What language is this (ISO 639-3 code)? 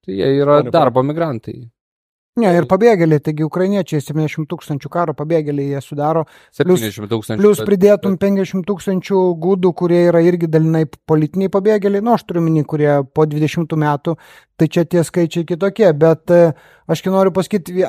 lit